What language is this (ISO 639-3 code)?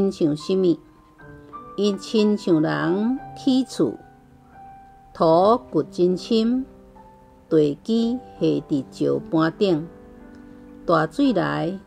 nan